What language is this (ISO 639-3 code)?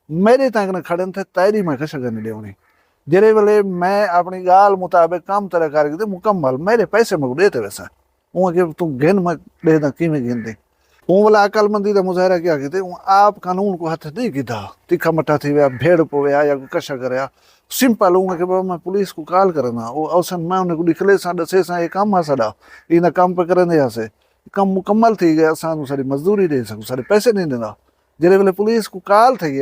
skr